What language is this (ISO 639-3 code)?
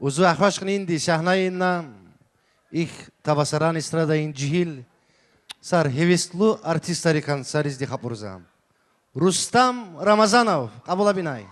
tab